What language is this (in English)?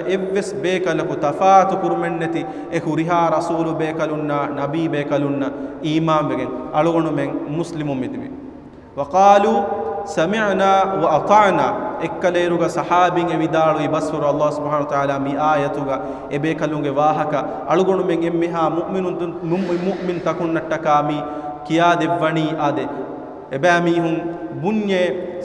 Divehi